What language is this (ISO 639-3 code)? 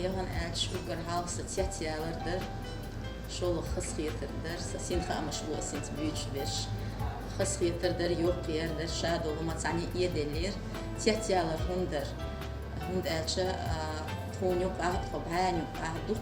che